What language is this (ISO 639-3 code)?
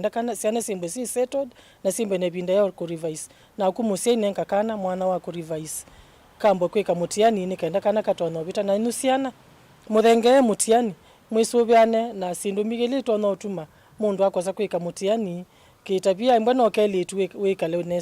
kam